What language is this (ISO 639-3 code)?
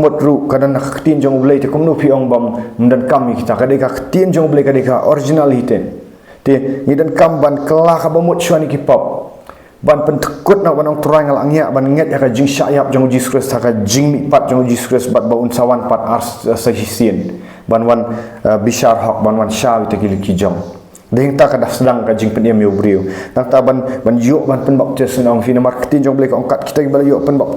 kha